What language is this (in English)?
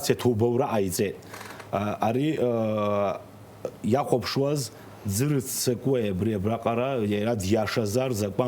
Abkhazian